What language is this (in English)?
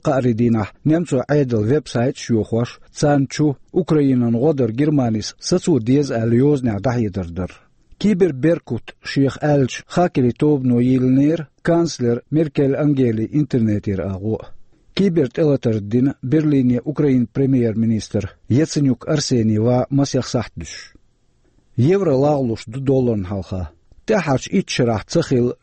Chechen